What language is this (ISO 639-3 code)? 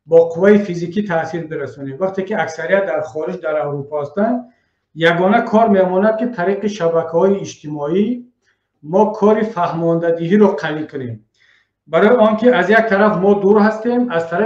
tgk